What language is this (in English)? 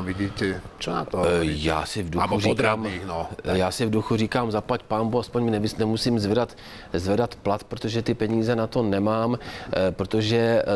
Czech